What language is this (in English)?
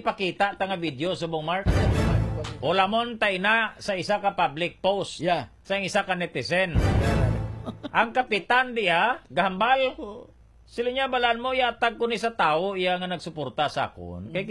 Hiligaynon